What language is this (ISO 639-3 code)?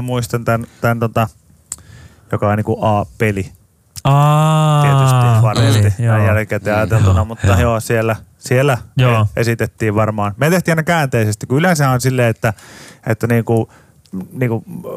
fin